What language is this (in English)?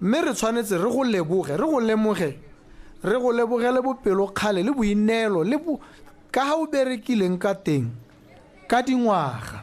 Tswana